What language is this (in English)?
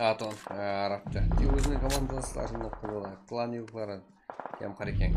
Kara-Kalpak